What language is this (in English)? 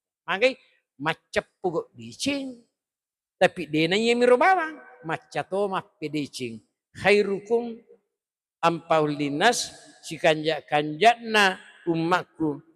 Buginese